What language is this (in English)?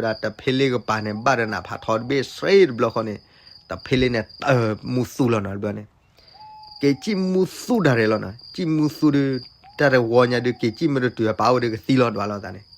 S'gaw Karen